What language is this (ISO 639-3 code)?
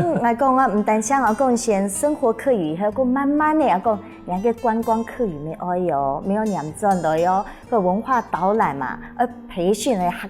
hak